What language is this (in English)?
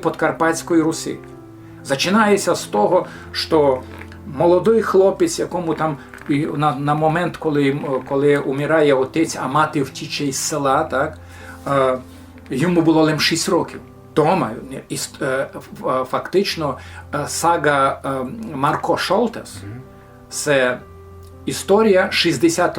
Rusyn